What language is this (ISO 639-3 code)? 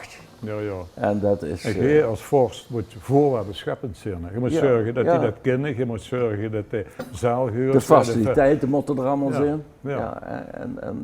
lim